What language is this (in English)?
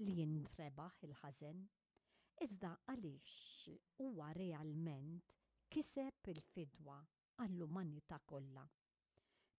Maltese